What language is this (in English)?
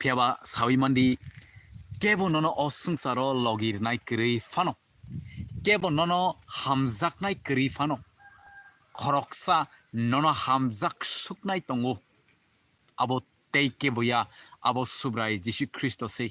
Kok Borok